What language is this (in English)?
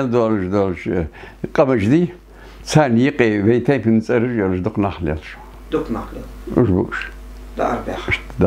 Ingush